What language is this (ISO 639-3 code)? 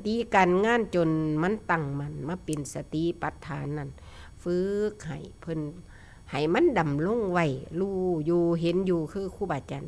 tts